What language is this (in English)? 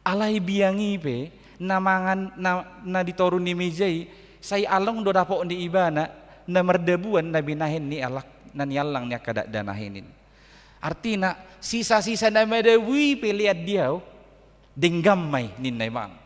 Batak Toba